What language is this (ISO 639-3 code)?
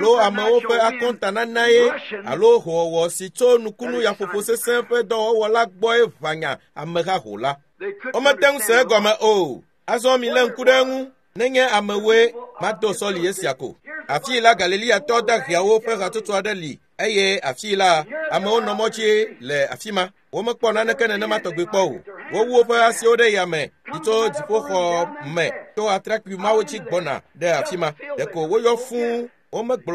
ewe